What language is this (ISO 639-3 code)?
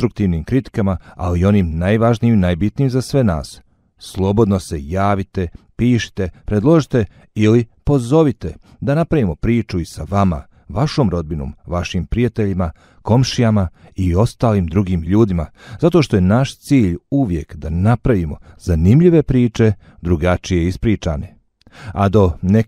bos